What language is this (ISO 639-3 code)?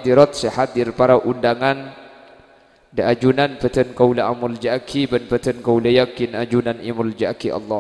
mad